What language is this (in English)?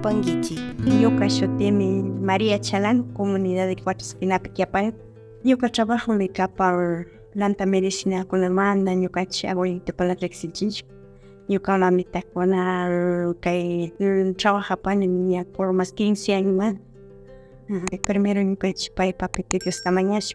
Imbabura Highland Quichua